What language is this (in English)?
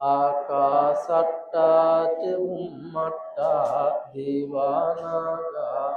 Sinhala